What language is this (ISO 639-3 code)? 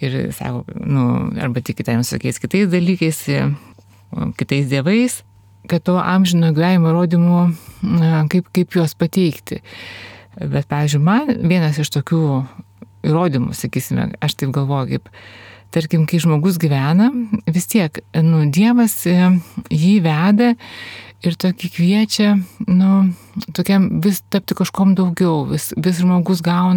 lit